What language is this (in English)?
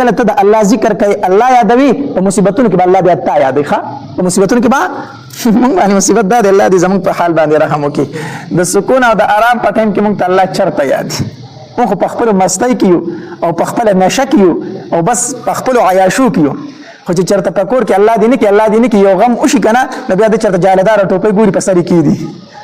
Pashto